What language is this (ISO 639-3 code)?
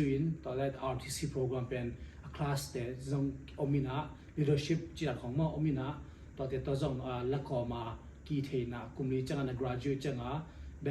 ctd